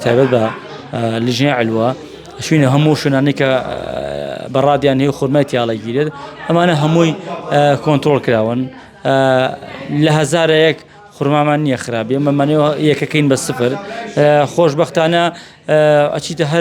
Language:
Central Kurdish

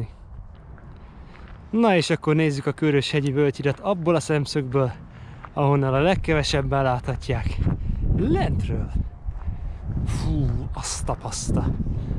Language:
Hungarian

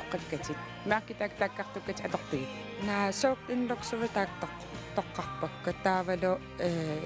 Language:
Kalaallisut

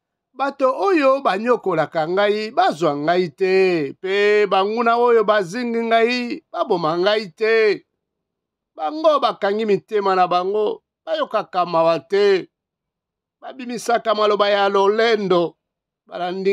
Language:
Lingala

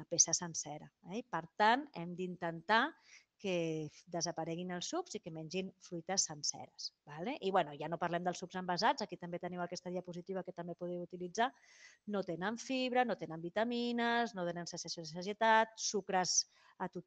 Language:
Catalan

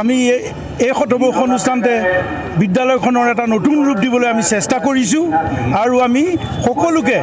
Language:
Assamese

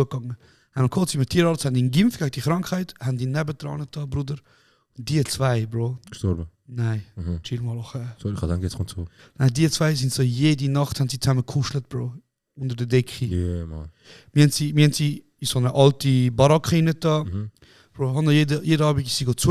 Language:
Swiss German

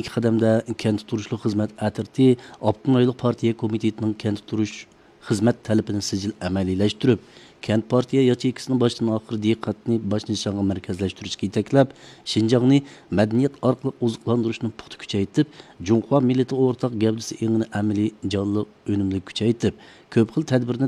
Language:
Uyghur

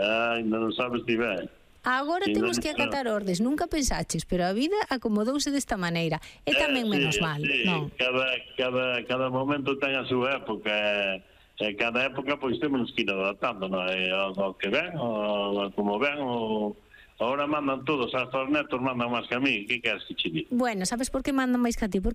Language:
Galician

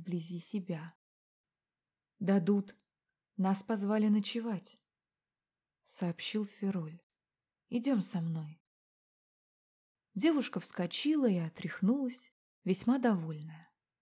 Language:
Russian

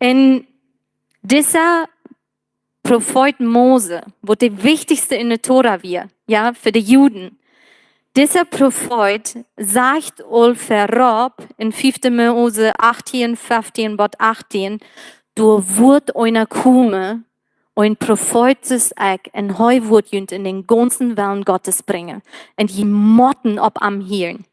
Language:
Plautdietsch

